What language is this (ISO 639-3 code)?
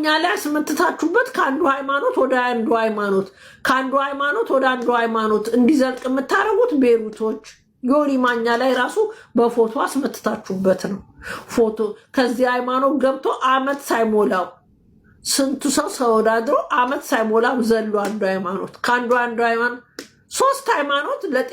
amh